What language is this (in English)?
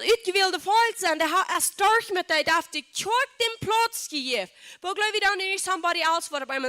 Plautdietsch